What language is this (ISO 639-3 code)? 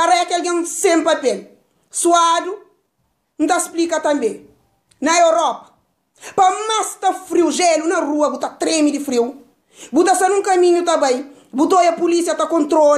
kea